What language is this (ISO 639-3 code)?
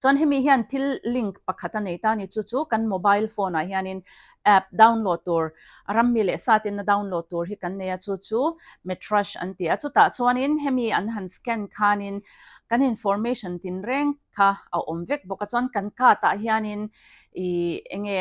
lus